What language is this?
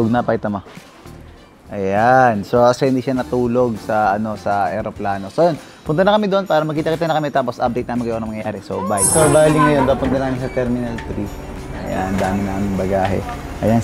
Filipino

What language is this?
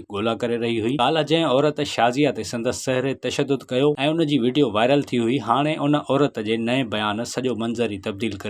Sindhi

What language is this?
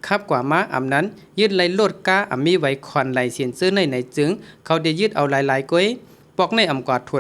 Shan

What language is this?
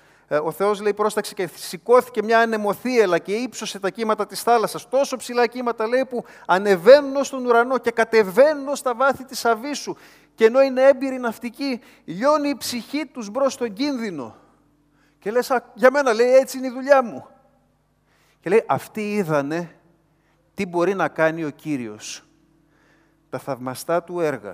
Greek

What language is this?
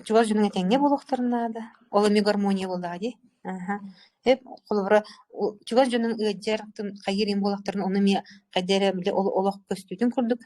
Yakut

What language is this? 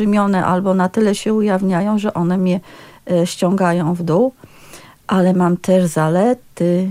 Polish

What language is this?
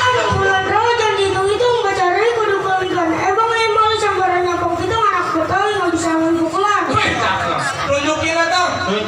Betawi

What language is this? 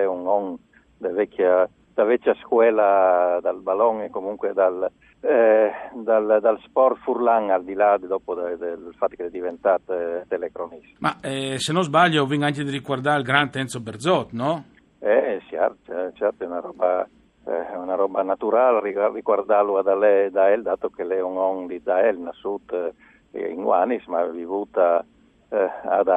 Friulian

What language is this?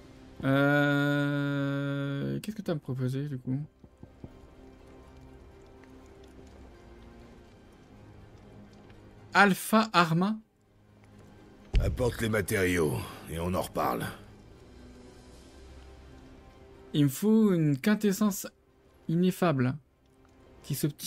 French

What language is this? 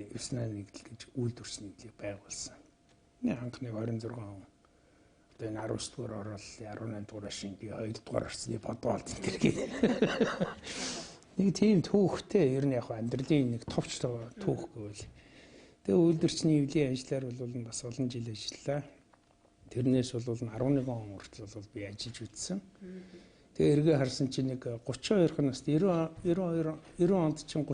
Mongolian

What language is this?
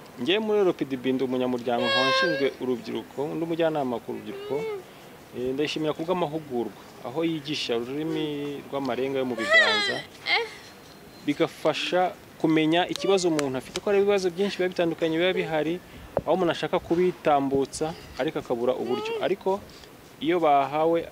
Kinyarwanda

